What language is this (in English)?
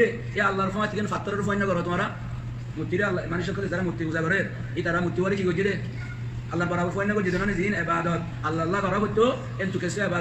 Rohingya